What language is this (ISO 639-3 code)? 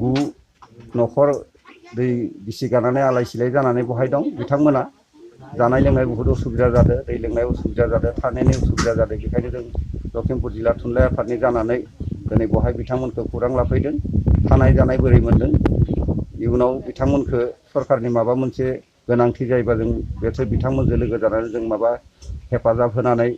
brx